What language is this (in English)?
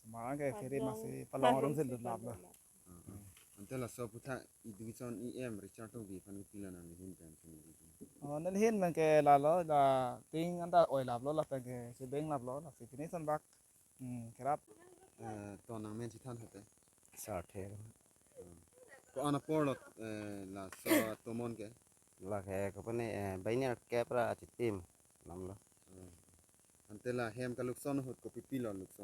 Karbi